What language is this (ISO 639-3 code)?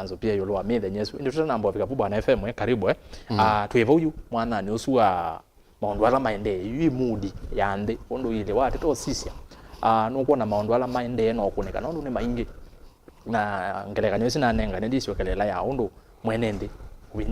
kam